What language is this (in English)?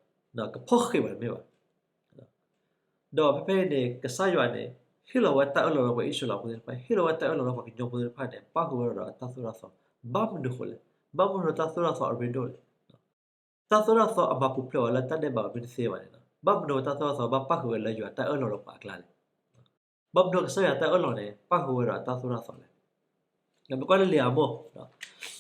S'gaw Karen